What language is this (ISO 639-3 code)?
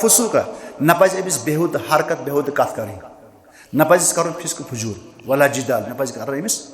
kas